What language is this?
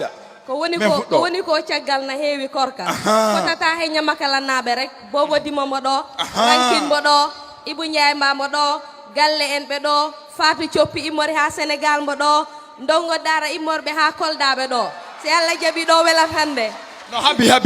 Fula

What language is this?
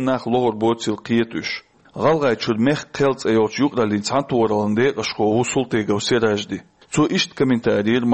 Chechen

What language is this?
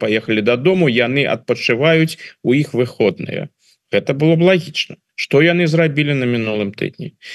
Belarusian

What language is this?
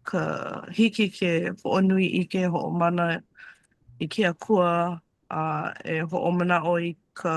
Hawaiian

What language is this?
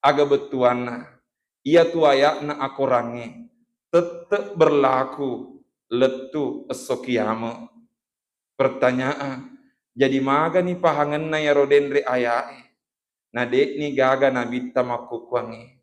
Buginese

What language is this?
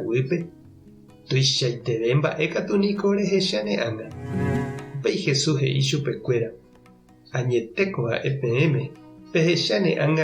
Guarani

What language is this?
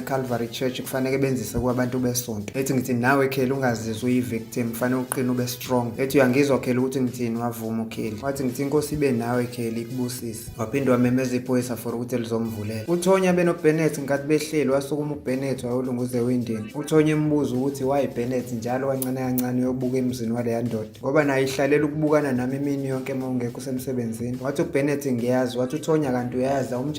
Zulu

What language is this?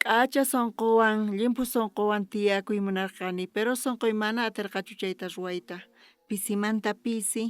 South Bolivian Quechua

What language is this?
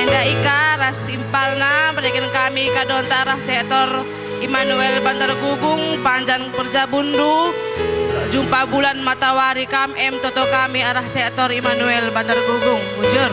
Batak Karo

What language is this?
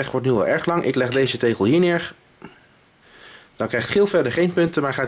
Dutch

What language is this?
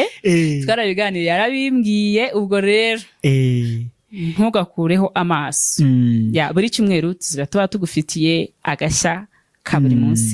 Kinyarwanda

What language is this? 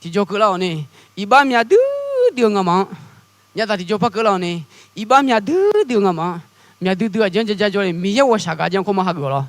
Akha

